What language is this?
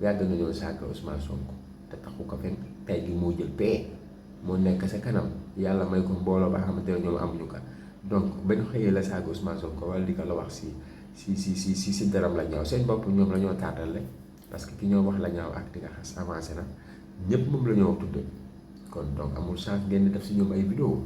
Wolof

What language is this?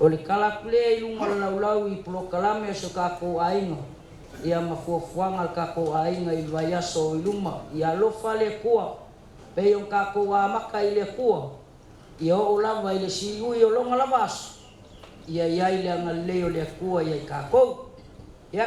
Samoan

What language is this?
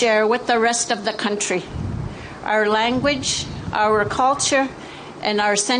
Inuktitut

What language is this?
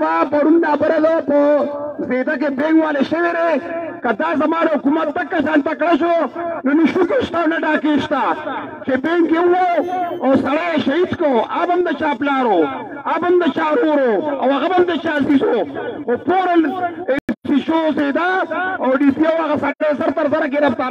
Pashto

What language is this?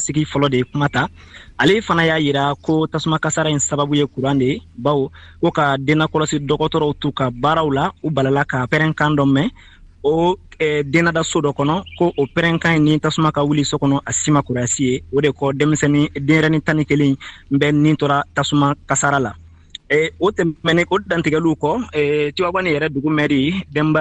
Bambara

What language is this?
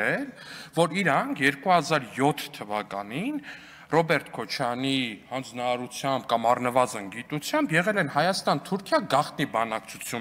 Armenian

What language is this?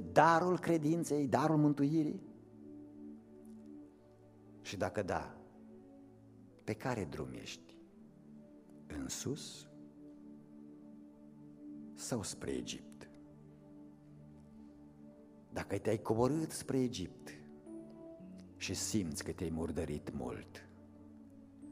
Romanian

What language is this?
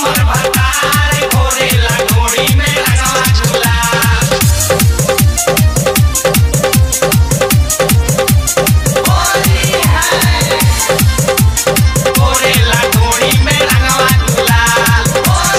Bhojpuri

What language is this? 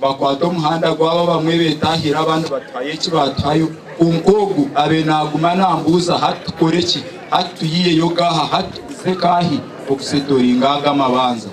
Nyankole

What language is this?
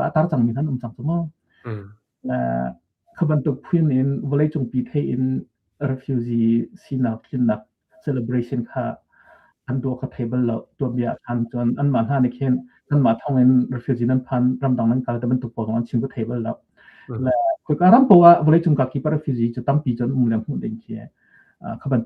Hakha Chin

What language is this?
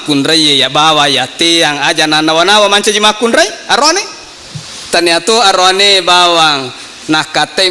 Buginese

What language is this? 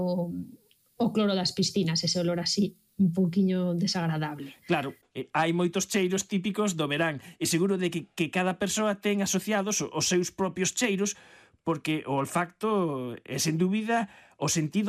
Galician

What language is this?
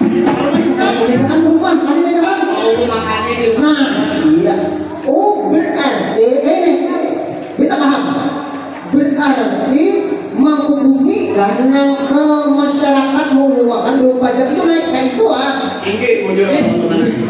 Banjar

